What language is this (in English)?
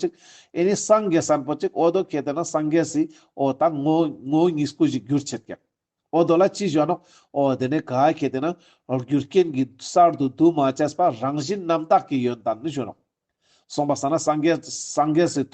Ladakhi